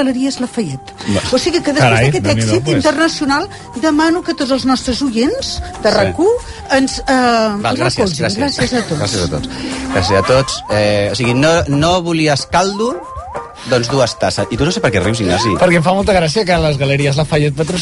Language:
Catalan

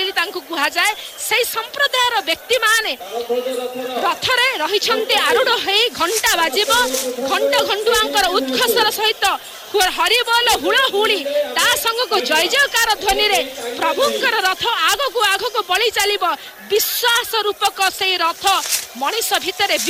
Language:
Odia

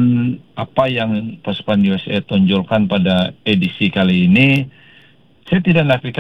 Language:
Malay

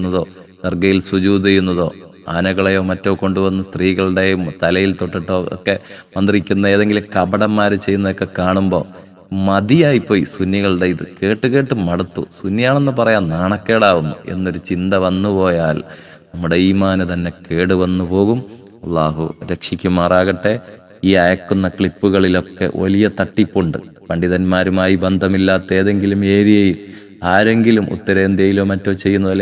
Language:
Malayalam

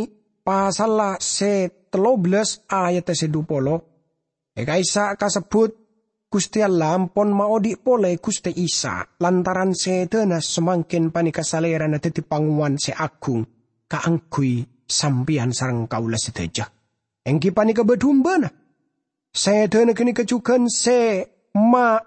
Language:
Madurese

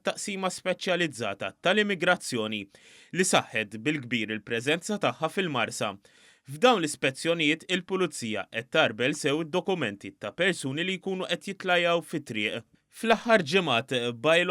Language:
Maltese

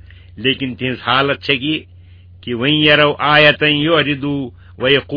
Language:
Kashmiri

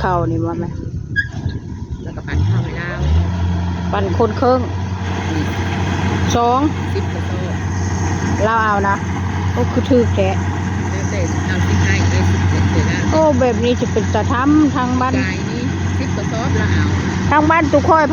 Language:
Northeastern Thai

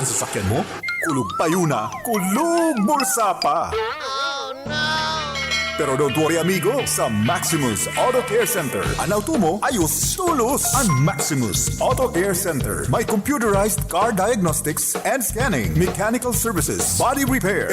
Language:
Bikol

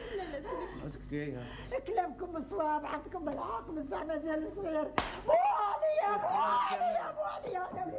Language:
Algerian Arabic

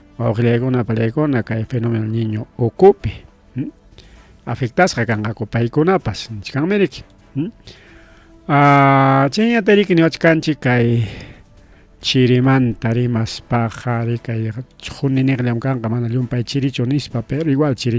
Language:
Ayacucho Quechua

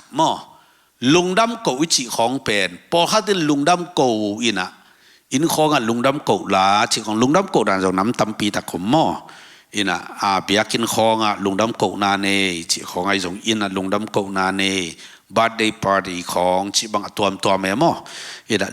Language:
Tedim Chin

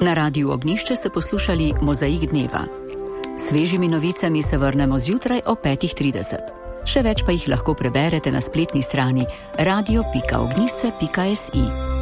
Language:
Slovenian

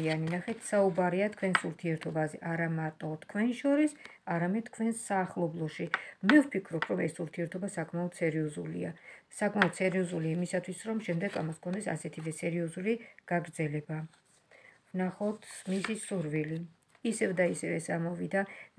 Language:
Georgian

